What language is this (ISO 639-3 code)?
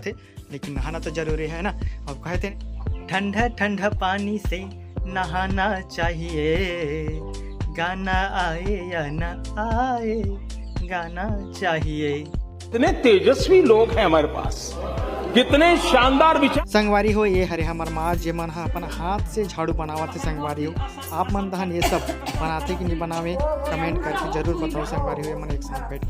hne